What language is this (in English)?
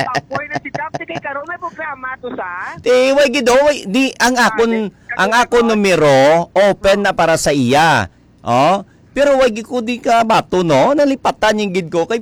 Hiligaynon